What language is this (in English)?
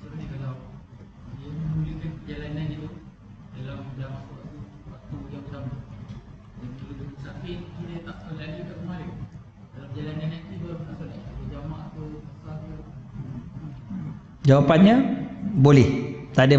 Malay